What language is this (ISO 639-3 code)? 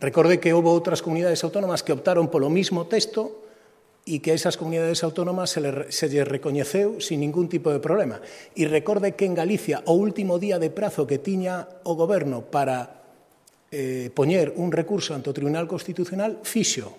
glg